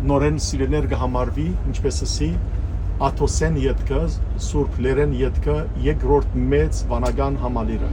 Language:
Western Armenian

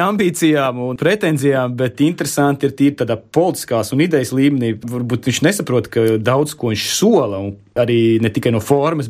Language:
Latvian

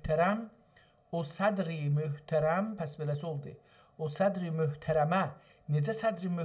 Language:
South Azerbaijani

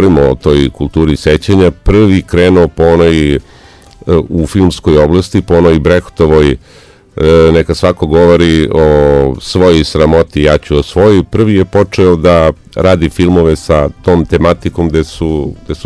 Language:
Serbian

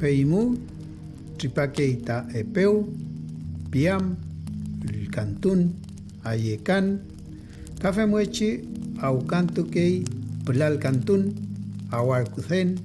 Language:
Mapuche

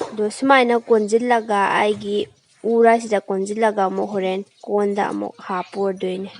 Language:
Manipuri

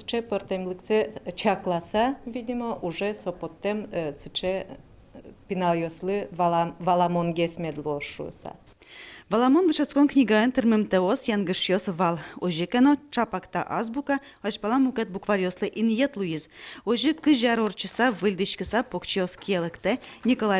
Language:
Udmurt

